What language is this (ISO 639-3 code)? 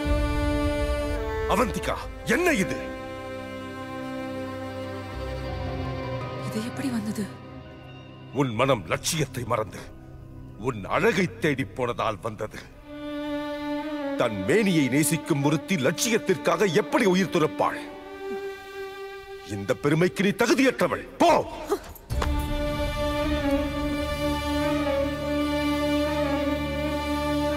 tam